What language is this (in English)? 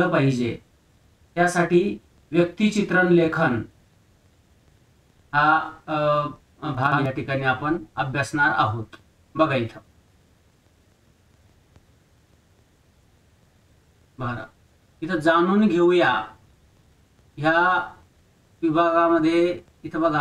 Marathi